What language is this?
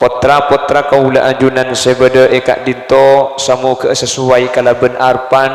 Madurese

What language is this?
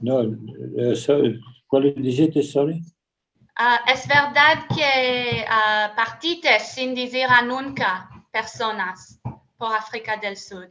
Ladino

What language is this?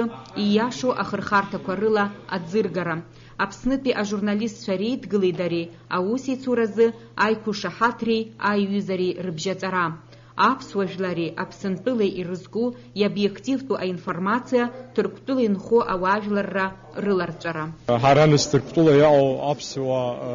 Abkhazian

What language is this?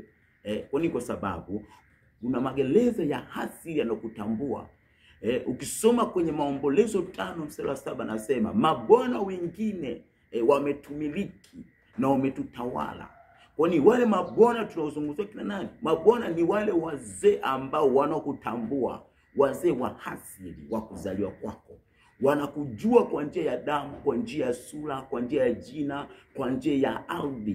Swahili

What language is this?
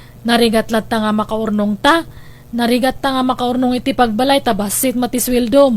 Iloko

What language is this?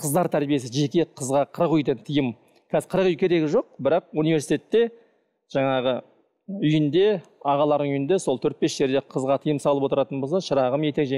Kazakh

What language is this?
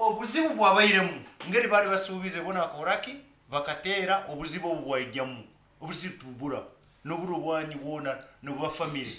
Nyankole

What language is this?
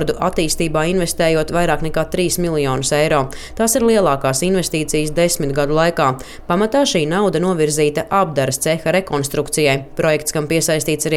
Latvian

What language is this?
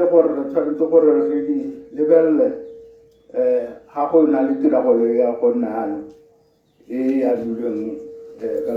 Tswana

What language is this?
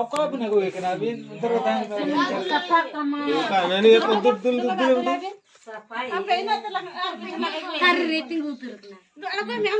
Santali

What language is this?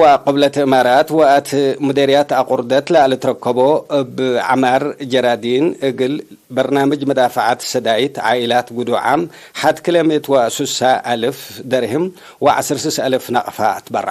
Tigre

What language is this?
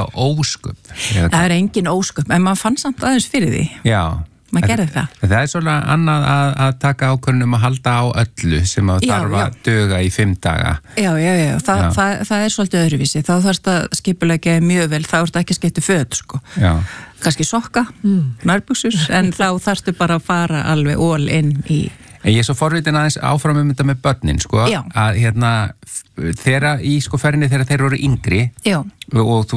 Icelandic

